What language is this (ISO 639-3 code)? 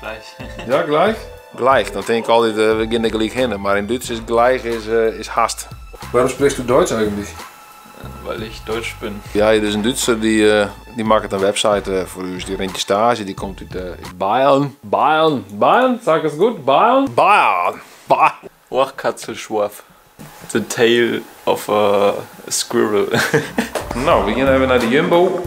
fry